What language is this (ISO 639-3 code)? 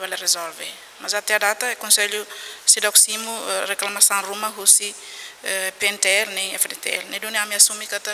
tet